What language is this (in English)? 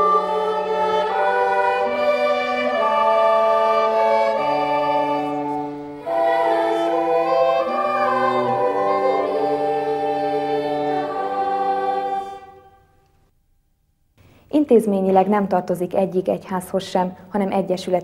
Hungarian